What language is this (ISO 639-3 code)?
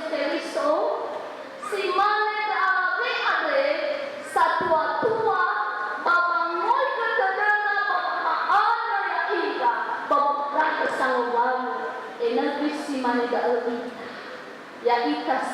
nia